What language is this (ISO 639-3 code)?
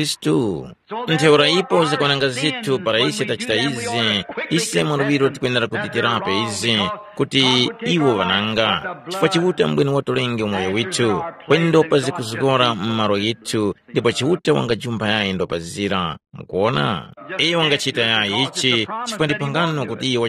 tum